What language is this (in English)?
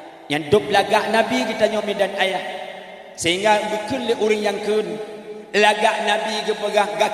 Achinese